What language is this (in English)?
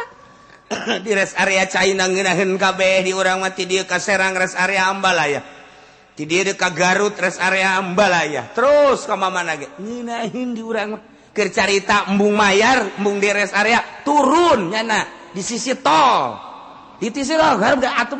Sundanese